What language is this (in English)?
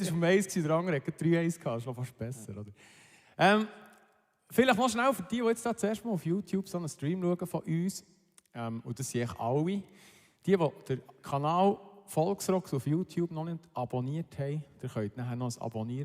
Swiss German